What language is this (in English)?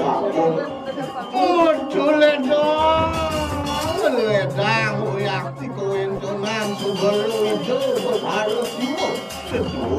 Balinese